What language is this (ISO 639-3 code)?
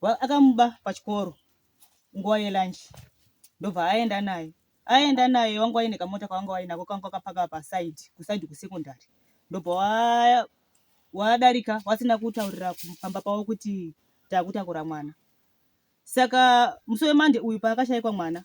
sna